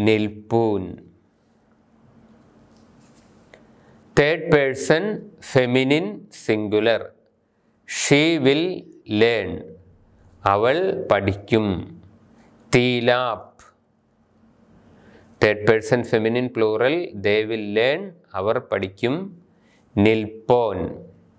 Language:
Malayalam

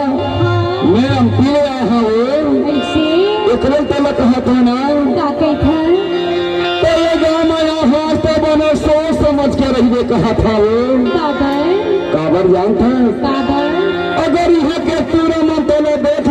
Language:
Chhattisgarhi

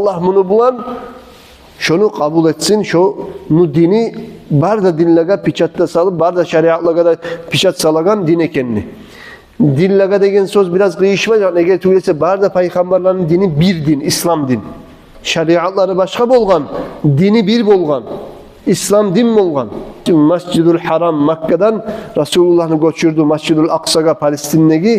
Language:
Kumyk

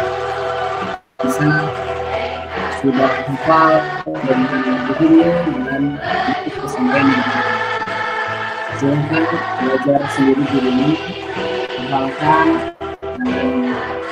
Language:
Indonesian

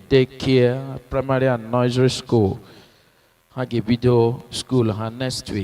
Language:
Igbo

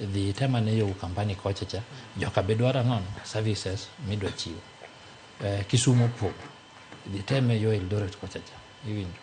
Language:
Luo (Kenya and Tanzania)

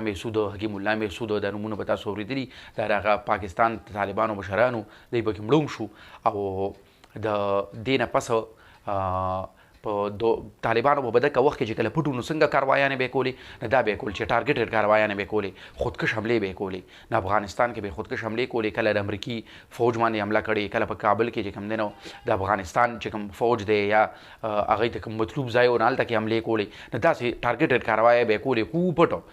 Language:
Pashto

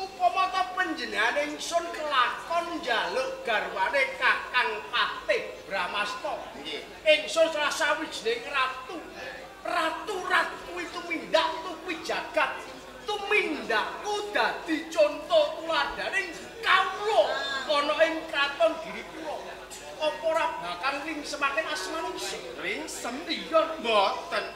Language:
Javanese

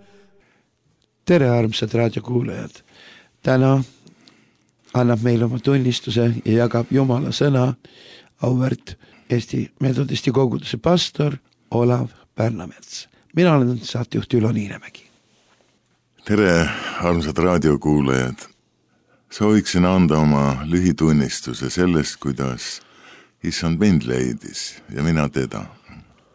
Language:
Estonian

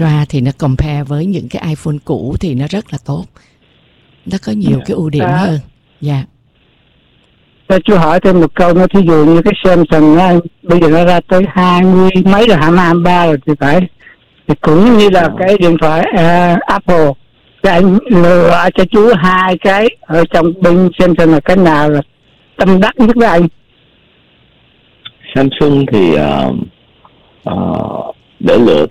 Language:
Vietnamese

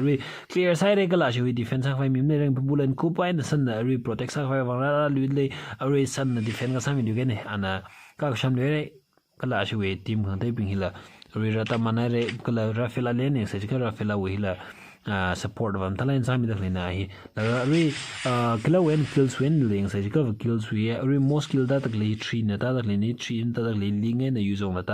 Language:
Tangkhul Naga (India)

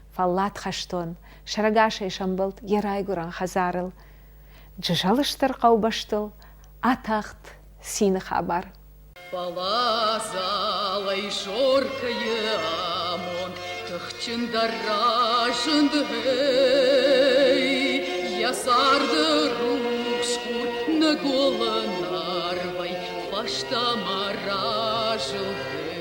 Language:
Ossetic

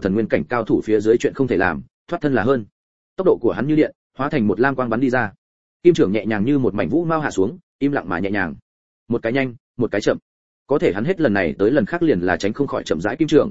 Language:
Vietnamese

